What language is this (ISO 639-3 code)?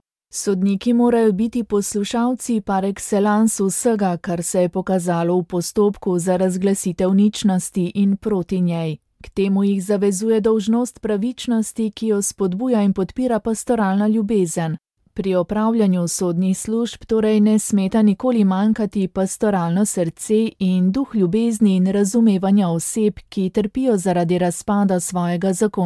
slv